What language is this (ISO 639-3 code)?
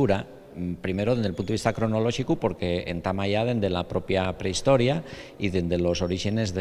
ast